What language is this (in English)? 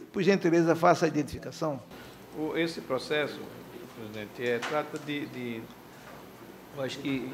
Portuguese